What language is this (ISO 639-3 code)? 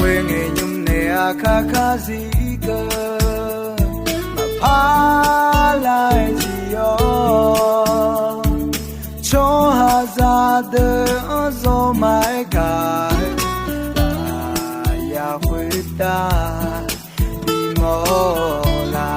ahk